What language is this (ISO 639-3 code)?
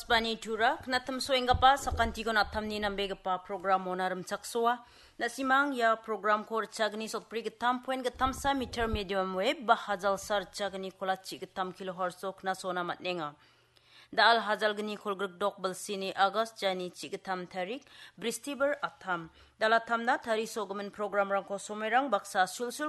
grt